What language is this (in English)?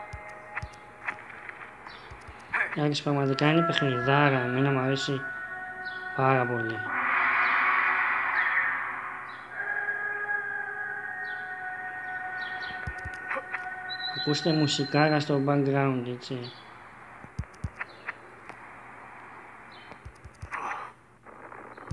Greek